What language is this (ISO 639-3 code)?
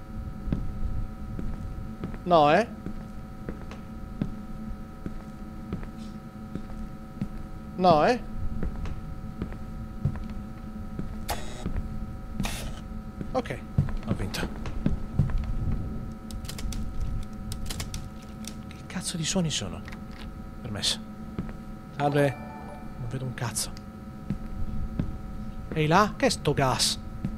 ita